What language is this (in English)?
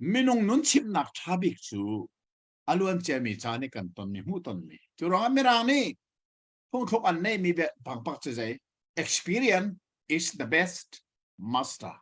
Hakha Chin